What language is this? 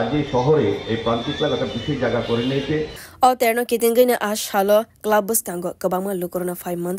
Kok Borok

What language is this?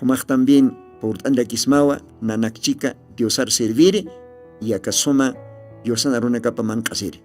Aymara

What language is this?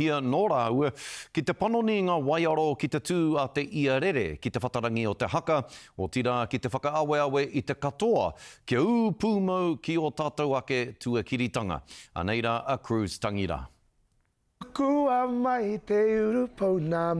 Māori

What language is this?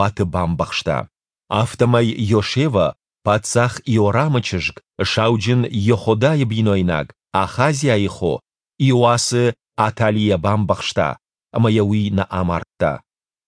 Ossetic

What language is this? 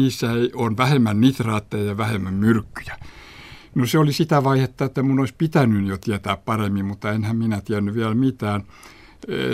Finnish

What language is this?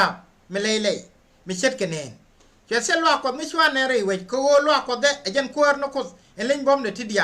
Nuer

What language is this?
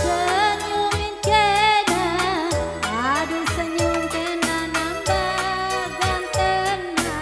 Batak Karo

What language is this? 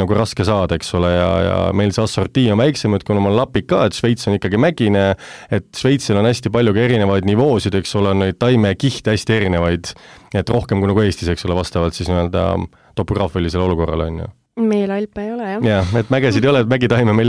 Estonian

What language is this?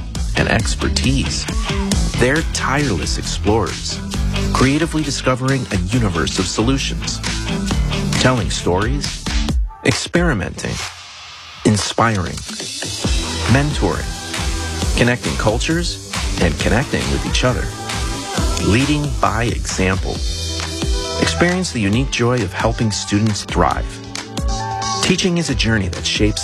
English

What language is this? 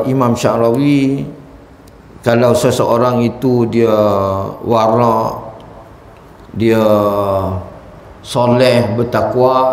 Malay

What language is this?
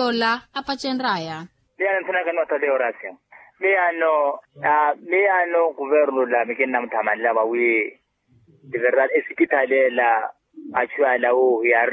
Makhuwa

